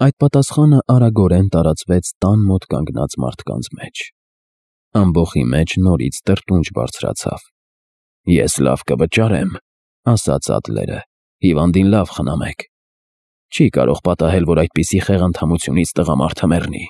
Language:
Armenian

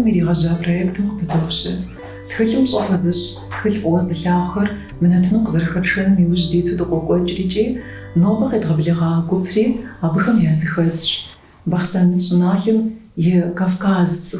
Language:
Kabardian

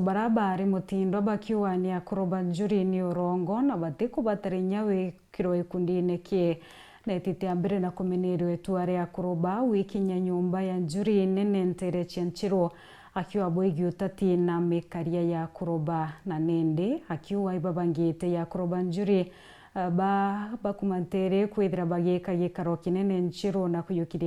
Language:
Meru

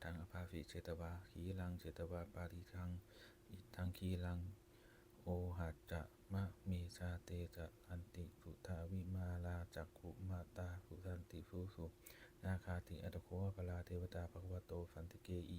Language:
Pali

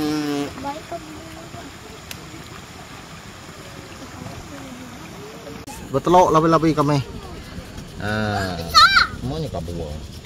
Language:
Malay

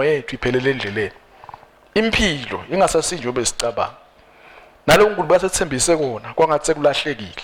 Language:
Swati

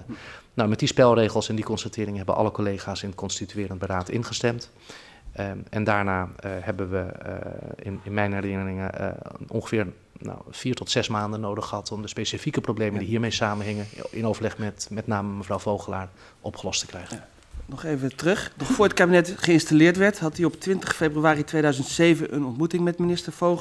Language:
Dutch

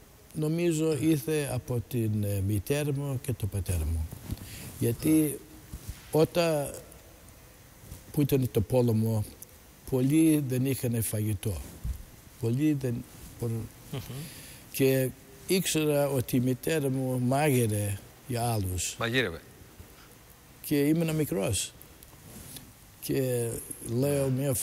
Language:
Greek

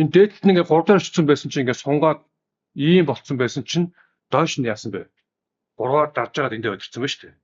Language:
Mongolian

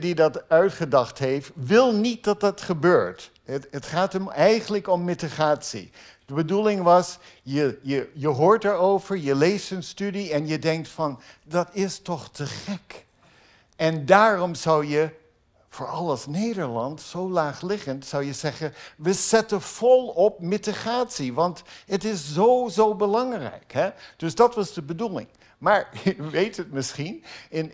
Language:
Dutch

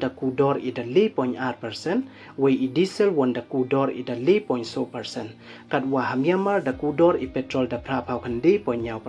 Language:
Pnar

